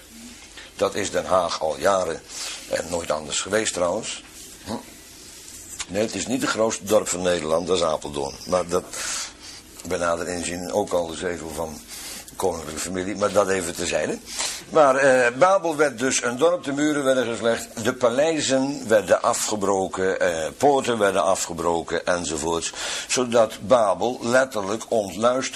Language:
Dutch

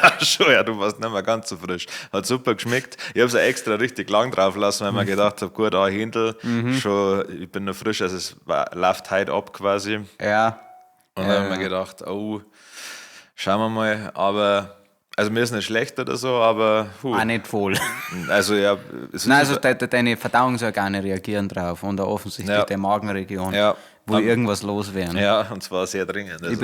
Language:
Bavarian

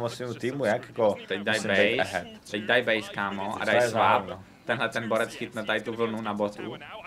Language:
Czech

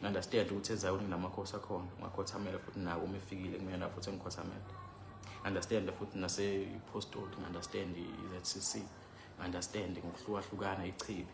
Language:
Zulu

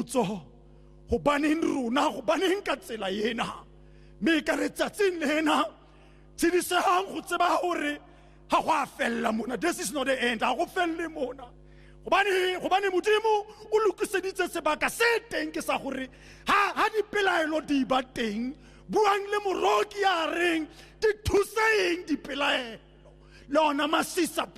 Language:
Tswana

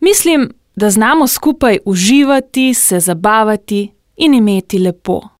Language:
Slovenian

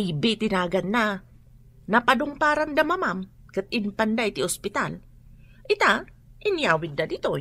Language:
Iloko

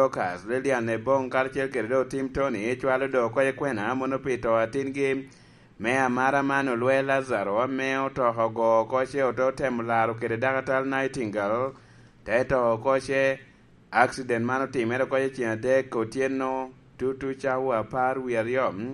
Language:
Lango (Uganda)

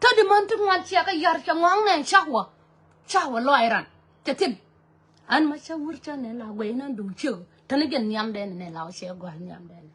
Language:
Nuer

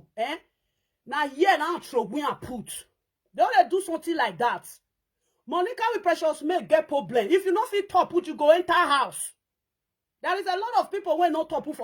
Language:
Nigerian Pidgin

